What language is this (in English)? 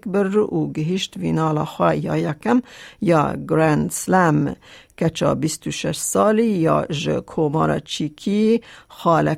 Kurdish